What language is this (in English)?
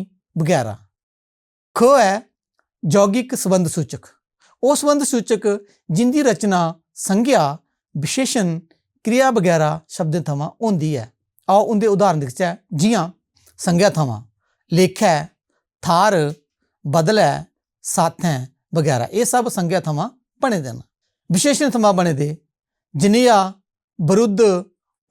Dogri